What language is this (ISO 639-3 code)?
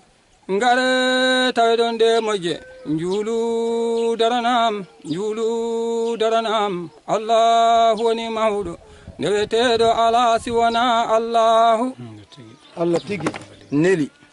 ful